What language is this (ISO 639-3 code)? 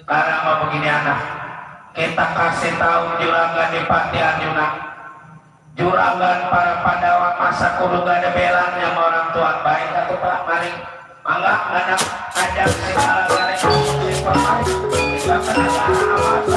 bew